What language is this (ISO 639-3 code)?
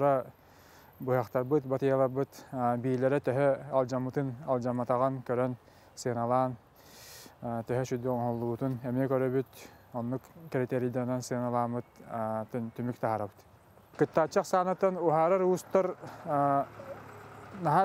sah